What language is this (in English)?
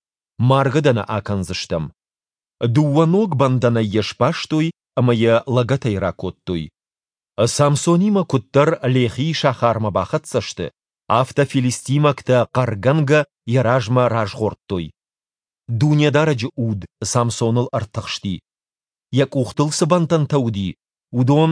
Ossetic